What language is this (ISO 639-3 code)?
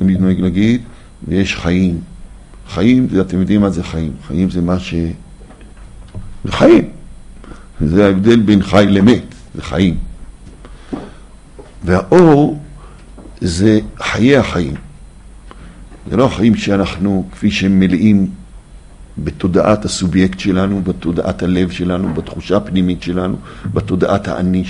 heb